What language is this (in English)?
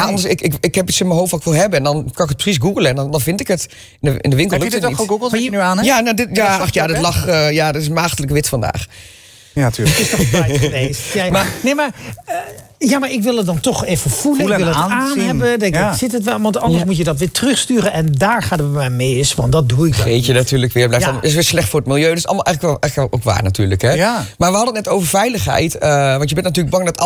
Dutch